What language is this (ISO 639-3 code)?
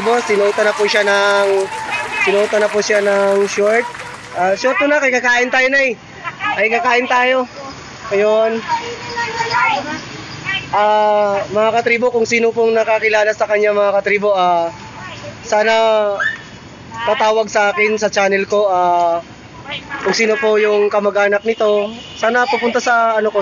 fil